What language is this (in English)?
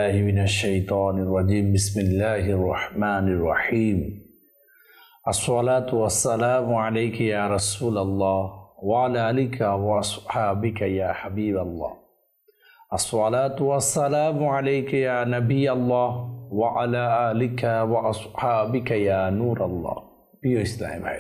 Bangla